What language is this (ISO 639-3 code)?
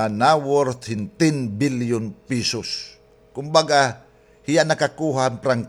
war